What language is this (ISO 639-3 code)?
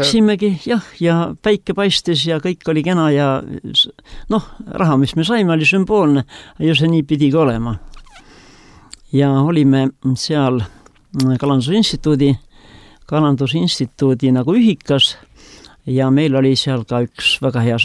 est